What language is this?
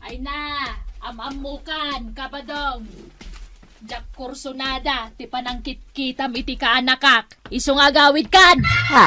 Iloko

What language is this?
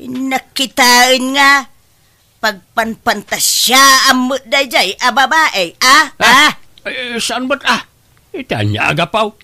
Iloko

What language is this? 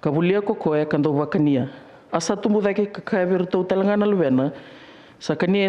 Fijian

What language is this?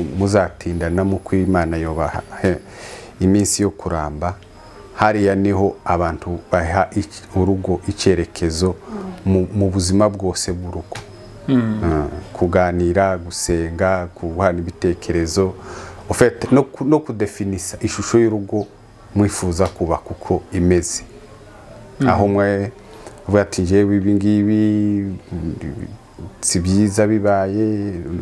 Kinyarwanda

